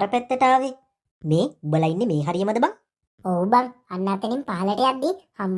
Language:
Sinhala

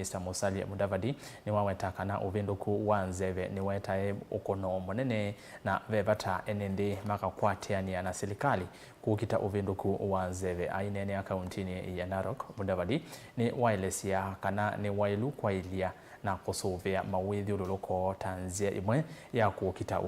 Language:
Kamba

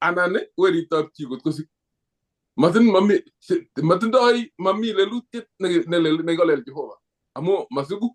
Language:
Kalenjin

